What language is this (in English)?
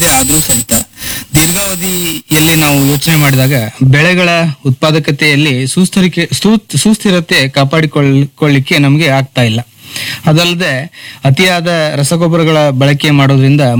Kannada